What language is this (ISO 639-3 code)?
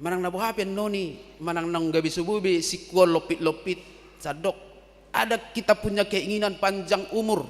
bbc